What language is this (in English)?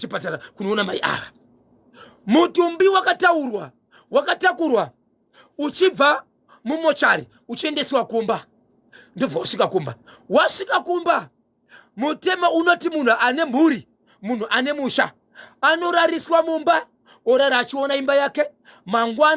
Shona